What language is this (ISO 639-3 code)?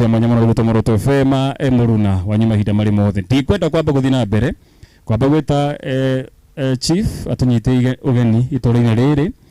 kik